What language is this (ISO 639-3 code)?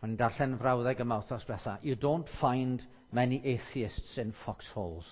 cym